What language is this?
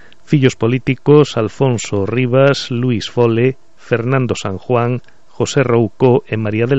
Galician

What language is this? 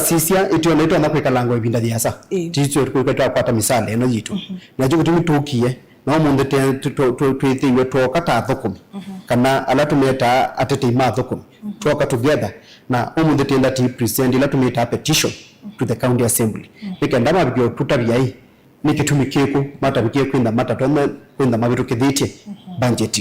Kamba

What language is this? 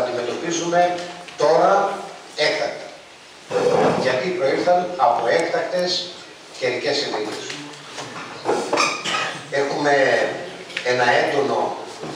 Greek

